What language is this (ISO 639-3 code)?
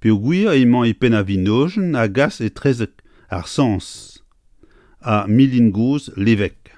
bre